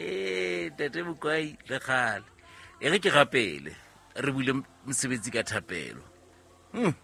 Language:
Southern Sotho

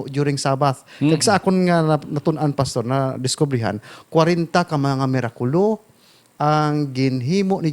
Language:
Hiligaynon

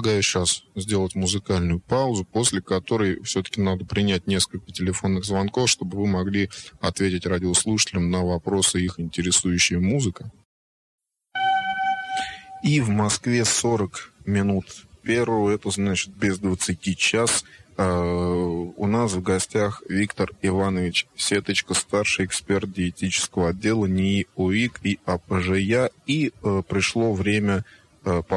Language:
Russian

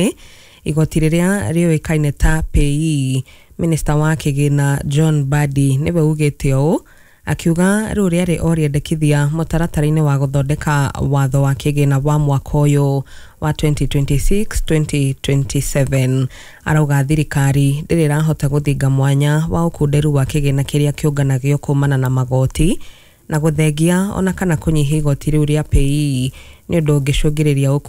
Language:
Kikuyu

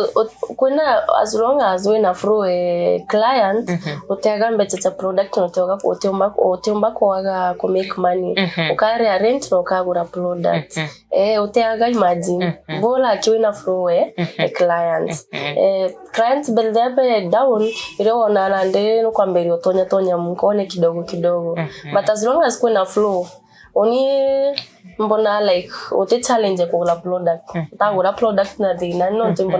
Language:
Meru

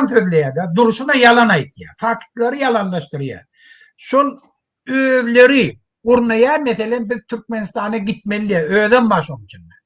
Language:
Turkmen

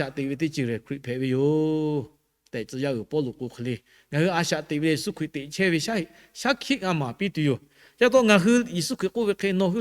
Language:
Lahu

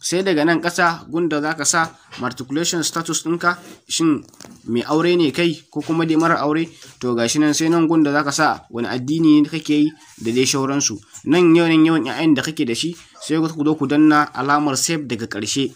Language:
Hausa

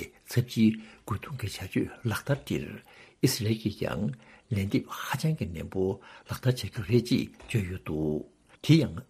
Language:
Tibetan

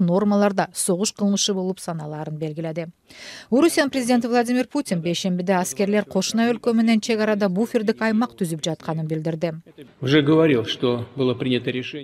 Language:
Kyrgyz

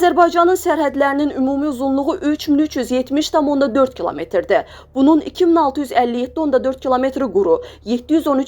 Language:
Azerbaijani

